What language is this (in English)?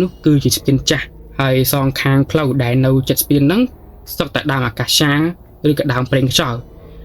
Khmer